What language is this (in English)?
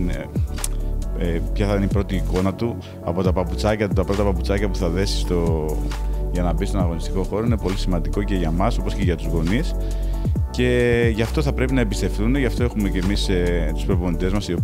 Greek